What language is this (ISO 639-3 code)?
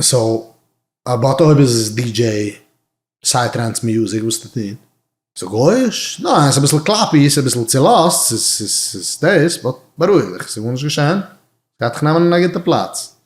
yid